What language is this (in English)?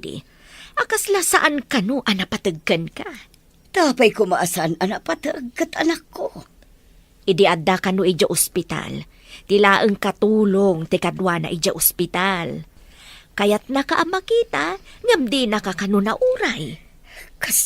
Iloko